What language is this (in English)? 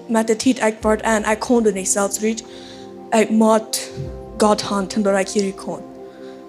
Plautdietsch